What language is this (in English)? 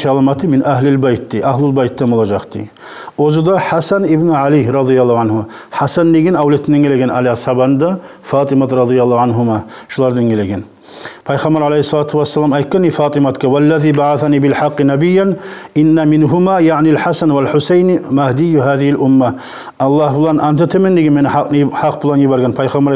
Kumyk